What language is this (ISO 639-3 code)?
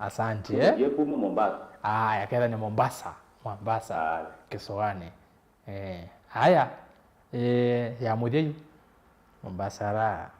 kam